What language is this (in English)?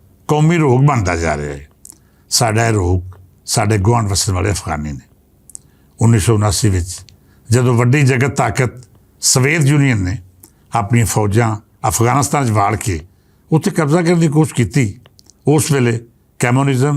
Western Panjabi